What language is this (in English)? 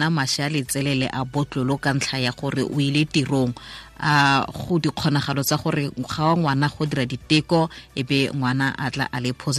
Tswana